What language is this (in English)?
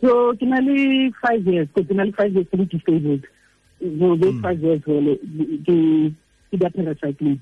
Tswana